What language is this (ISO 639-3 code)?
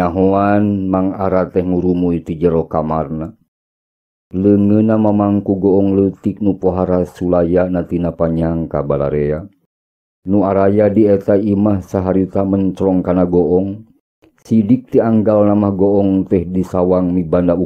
sun